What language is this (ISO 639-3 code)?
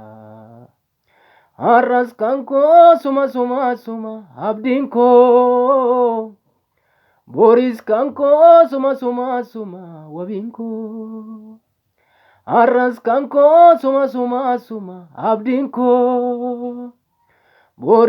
orm